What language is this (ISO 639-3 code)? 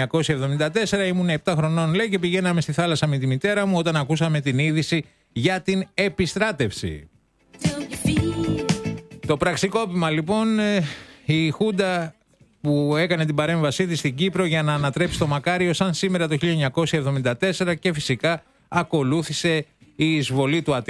ell